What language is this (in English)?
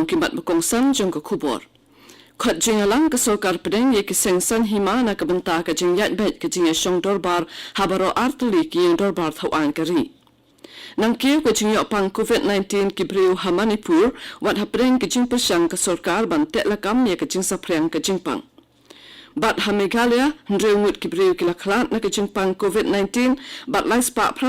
Khasi